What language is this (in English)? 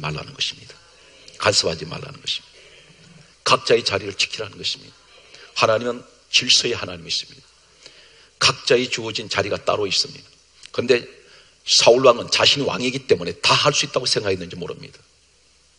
Korean